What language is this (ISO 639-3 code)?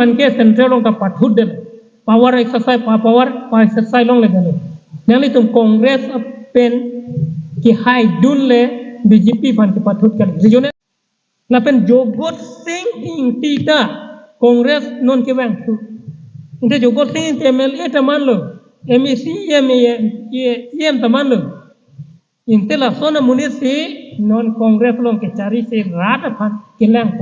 mjw